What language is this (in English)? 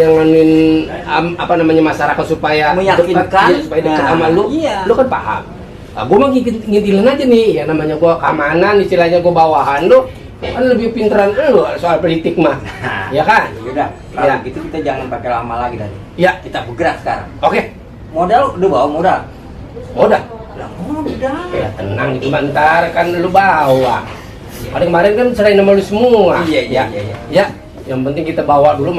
Betawi